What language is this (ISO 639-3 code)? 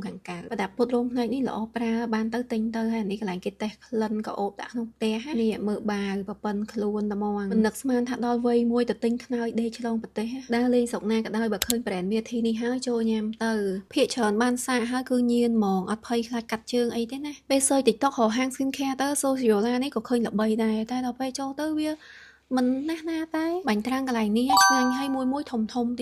khm